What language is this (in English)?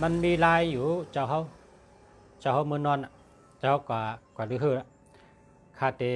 Shan